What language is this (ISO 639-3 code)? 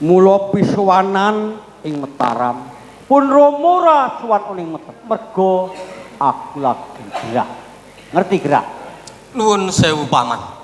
jav